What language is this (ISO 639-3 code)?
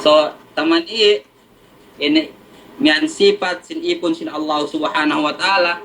yka